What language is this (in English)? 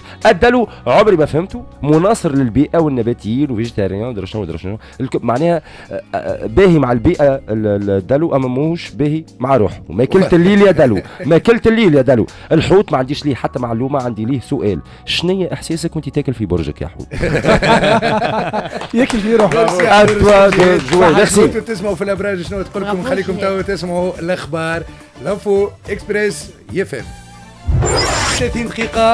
Tunisian Arabic